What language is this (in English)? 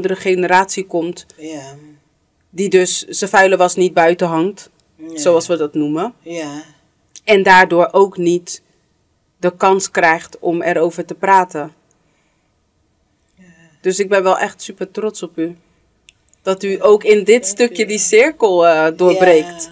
Dutch